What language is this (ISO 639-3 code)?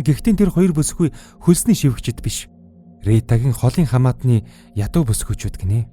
mon